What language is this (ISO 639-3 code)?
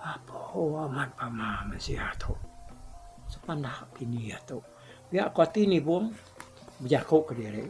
iba